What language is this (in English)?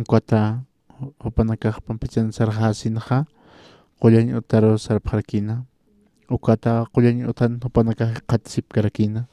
Aymara